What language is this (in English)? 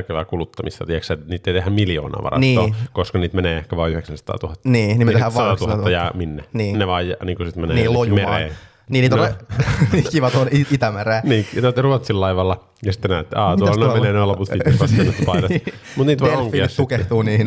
Finnish